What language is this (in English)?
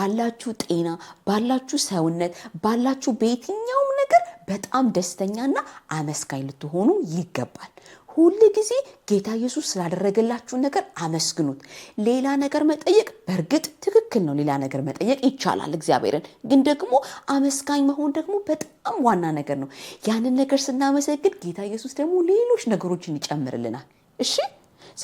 Amharic